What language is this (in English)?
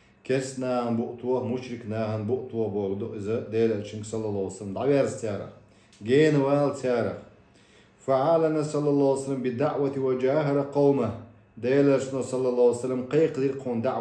Chechen